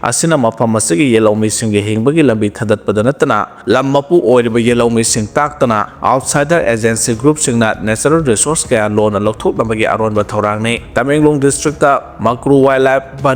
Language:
Manipuri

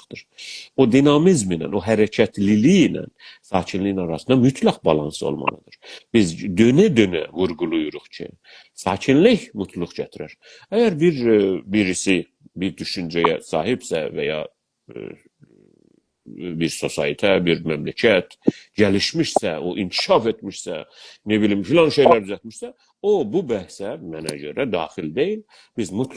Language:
South Azerbaijani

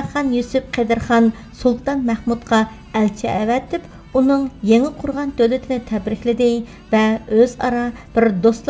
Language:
Uyghur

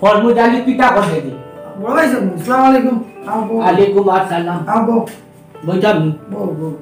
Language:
Sylheti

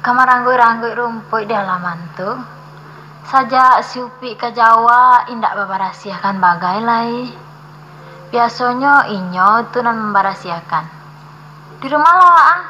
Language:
Minangkabau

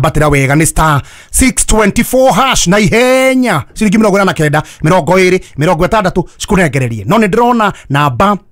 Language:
Kikuyu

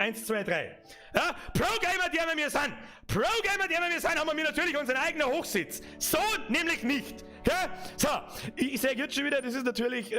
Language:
Bavarian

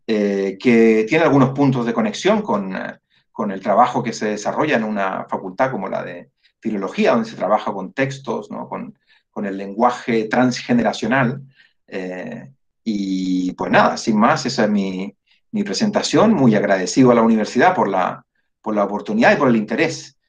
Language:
Spanish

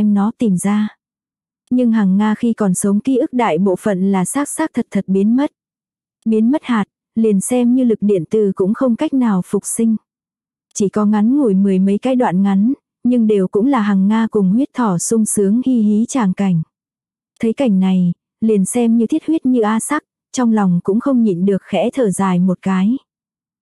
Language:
Vietnamese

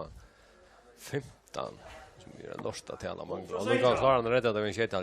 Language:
Faroese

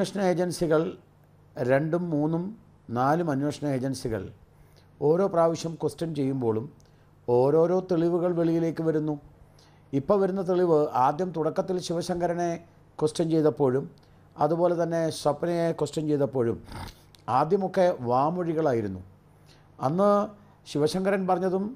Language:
Malayalam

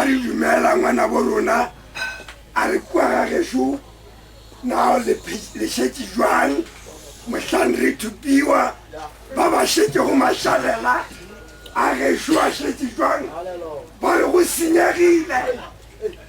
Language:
Northern Sotho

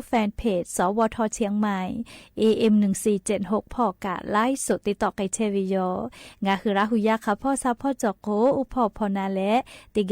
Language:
Lahu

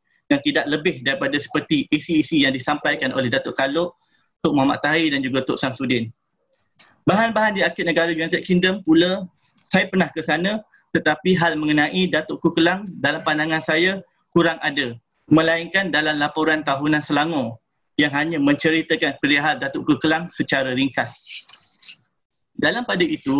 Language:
Malay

